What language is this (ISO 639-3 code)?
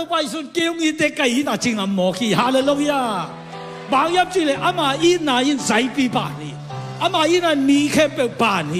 ctd